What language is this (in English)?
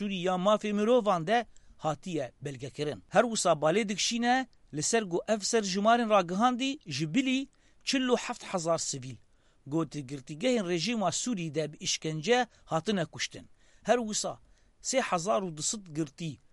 Kurdish